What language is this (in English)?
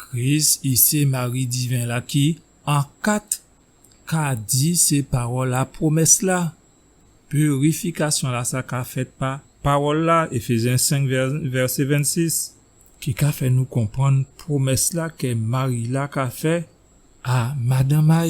Guadeloupean Creole French